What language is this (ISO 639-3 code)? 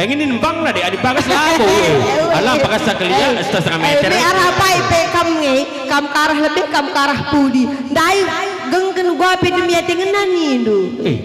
btx